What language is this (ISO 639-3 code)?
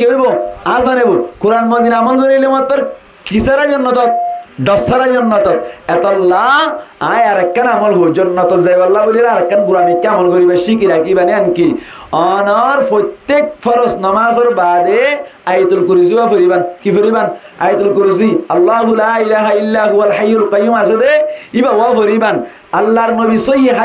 rhg